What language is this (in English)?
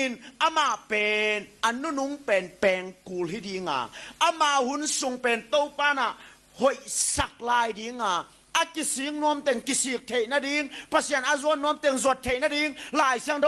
Tedim Chin